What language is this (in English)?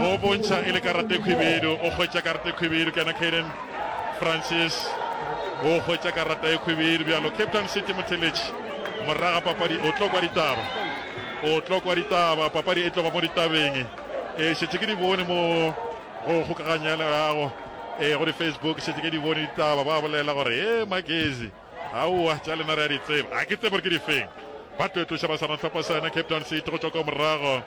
Northern Sotho